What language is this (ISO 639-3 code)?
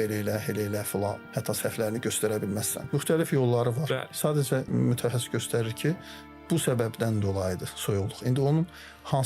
aze